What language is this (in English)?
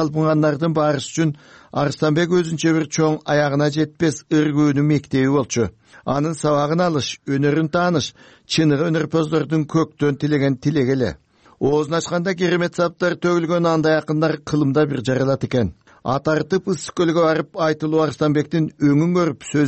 Kyrgyz